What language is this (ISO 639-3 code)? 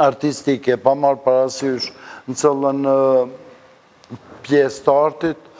sqi